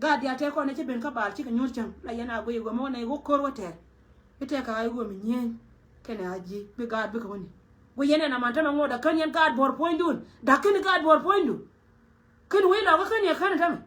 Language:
Nuer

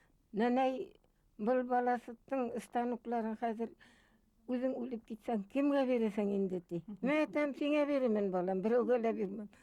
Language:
Bashkir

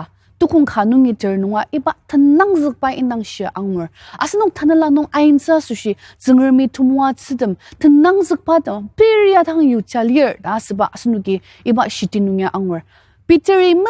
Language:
Ao Naga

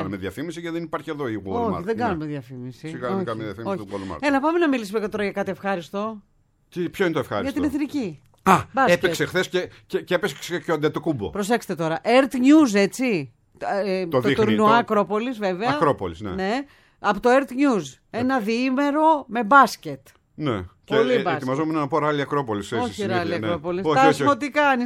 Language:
Greek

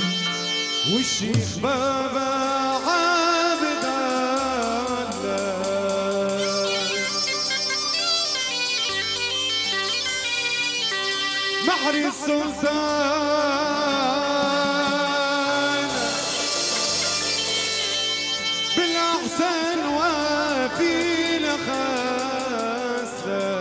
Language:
Tunisian Arabic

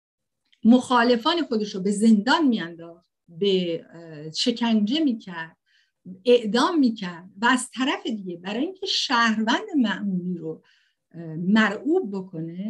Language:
Persian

